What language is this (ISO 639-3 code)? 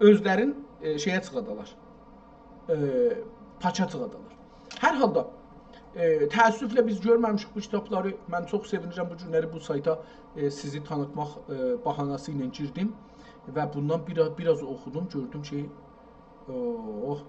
azb